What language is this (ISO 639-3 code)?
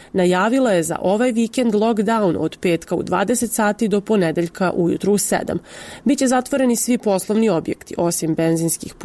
srp